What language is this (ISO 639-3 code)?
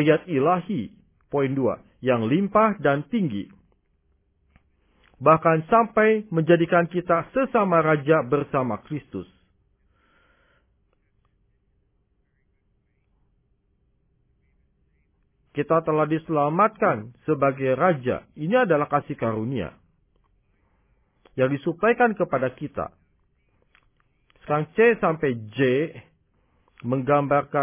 ind